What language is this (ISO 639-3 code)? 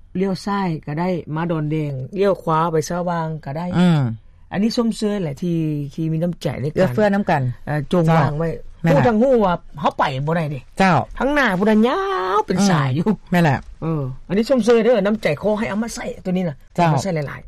lao